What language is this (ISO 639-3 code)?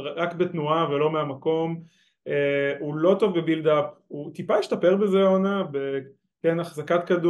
heb